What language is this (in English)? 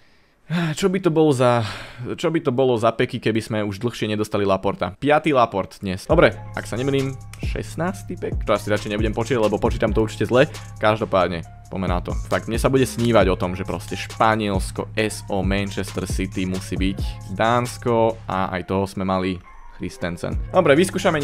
Slovak